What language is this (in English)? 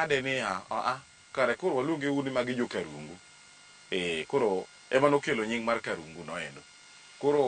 Luo (Kenya and Tanzania)